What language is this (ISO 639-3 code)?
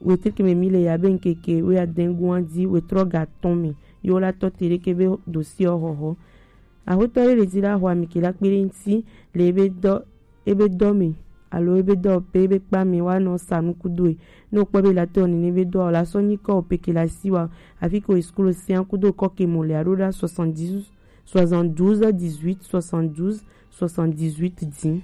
gej